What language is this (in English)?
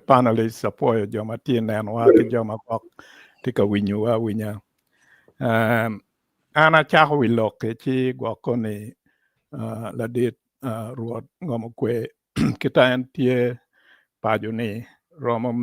Acoli